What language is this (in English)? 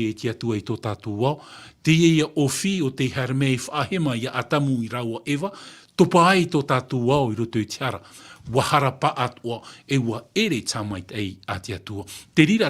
Tahitian